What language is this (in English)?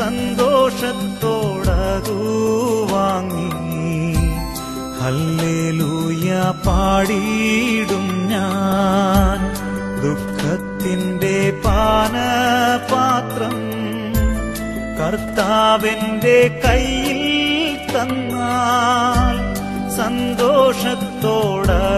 Malayalam